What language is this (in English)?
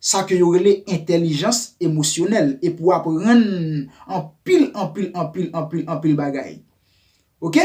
Haitian Creole